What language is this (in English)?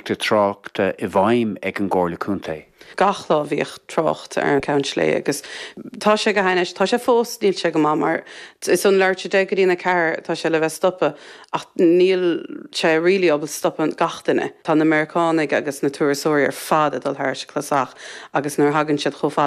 Irish